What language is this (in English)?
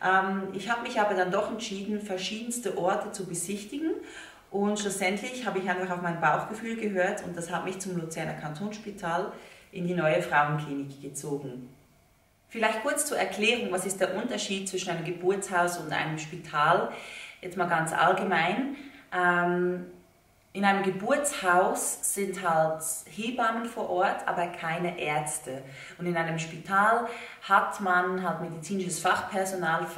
German